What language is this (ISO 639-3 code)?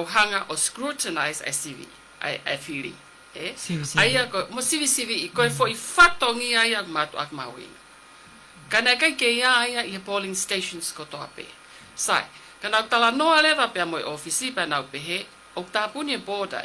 ton